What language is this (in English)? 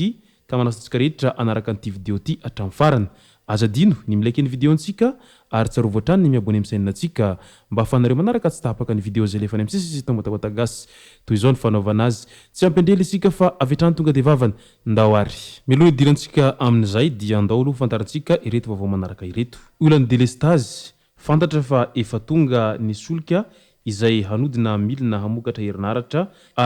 Malagasy